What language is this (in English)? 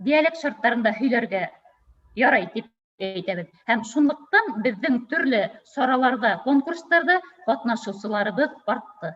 Bashkir